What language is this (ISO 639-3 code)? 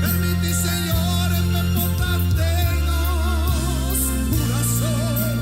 pap